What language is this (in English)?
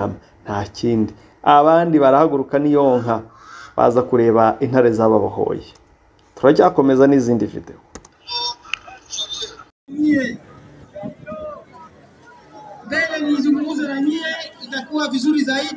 Kinyarwanda